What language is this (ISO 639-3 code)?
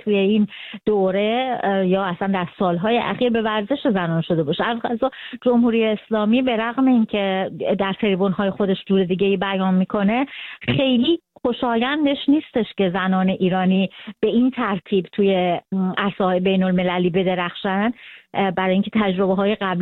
fas